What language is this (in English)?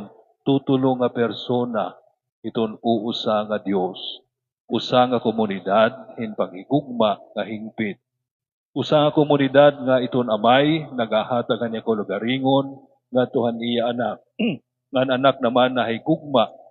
Waray